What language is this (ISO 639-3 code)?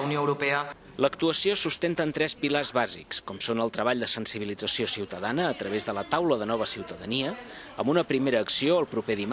cat